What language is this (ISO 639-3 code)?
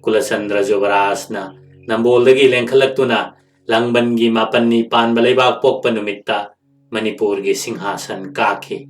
mni